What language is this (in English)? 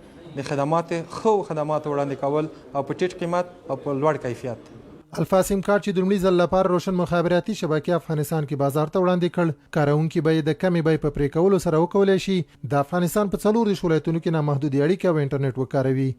Pashto